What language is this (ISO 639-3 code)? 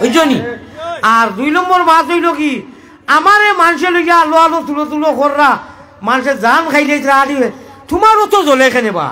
syl